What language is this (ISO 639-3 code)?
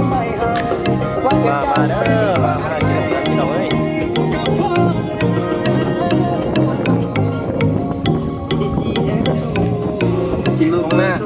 lao